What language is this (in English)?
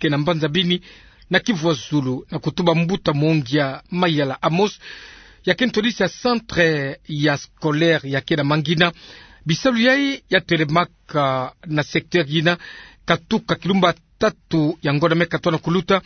Kituba (Democratic Republic of Congo)